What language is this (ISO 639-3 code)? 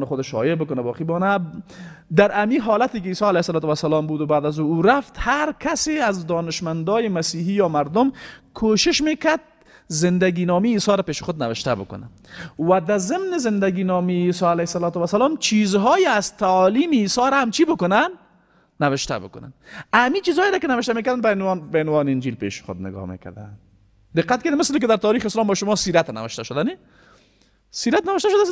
fas